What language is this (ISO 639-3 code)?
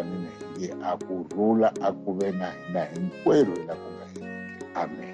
tso